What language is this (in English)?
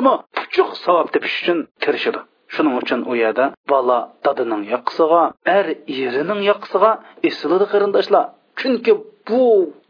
Uyghur